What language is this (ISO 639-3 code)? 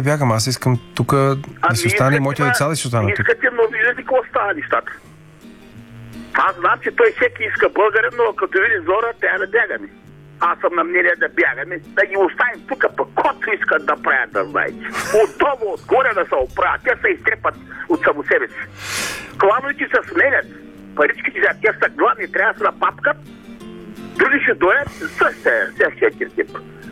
bul